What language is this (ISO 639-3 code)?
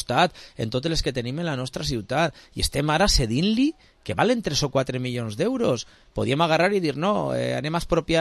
cat